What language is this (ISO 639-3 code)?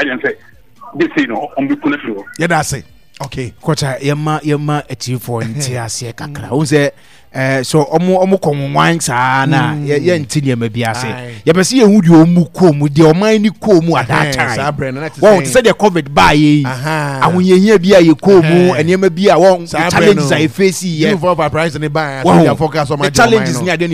aka